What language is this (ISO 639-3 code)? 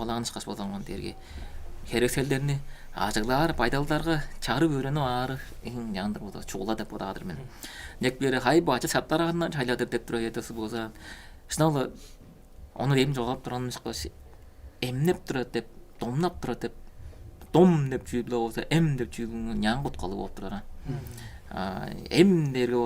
tyv